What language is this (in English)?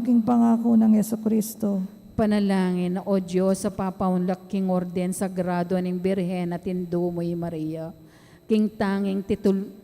Pampanga